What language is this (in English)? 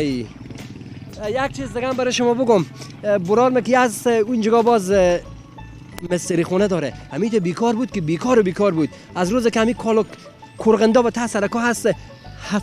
Persian